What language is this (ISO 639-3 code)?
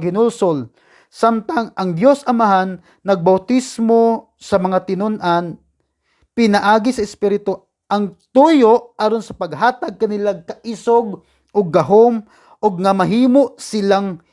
ceb